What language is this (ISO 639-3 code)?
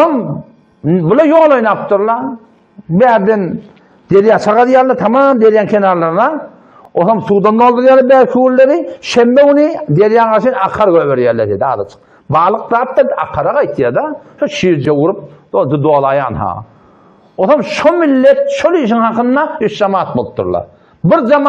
tuk